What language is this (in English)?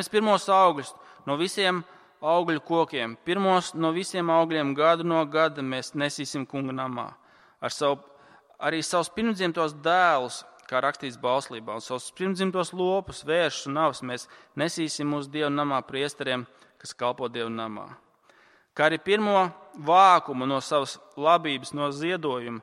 Latvian